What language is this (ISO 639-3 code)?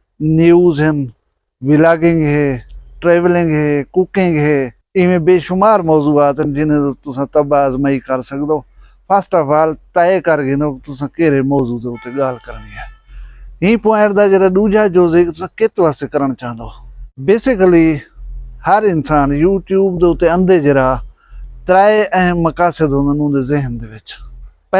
skr